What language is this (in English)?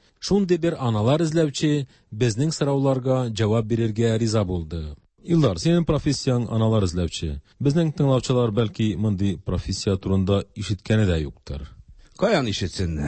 Tatar